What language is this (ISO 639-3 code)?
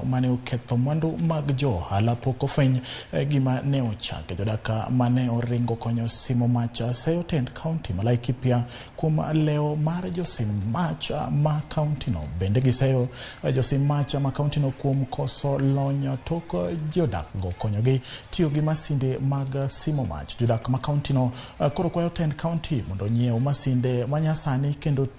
luo